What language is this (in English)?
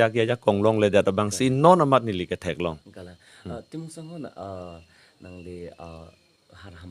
Karbi